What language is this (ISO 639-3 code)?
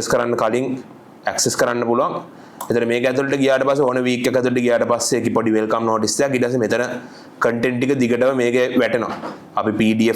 sin